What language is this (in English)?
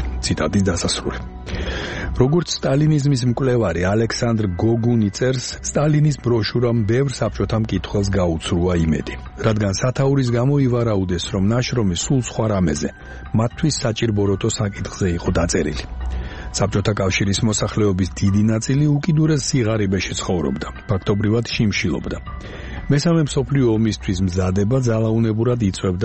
Georgian